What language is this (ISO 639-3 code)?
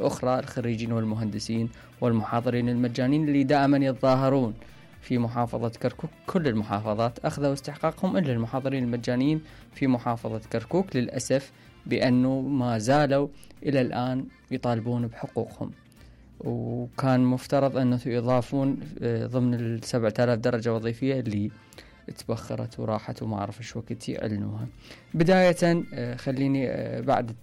acm